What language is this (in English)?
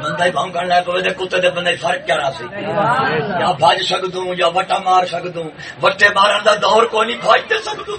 Saraiki